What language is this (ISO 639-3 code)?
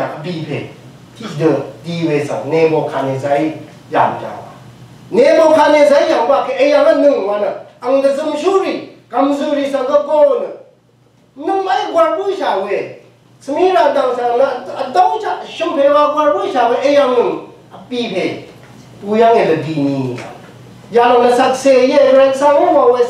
raw